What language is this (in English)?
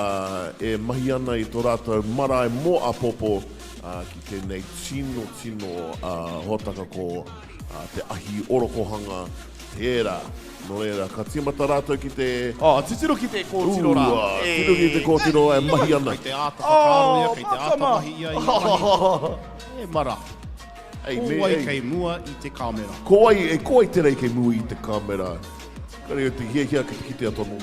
Māori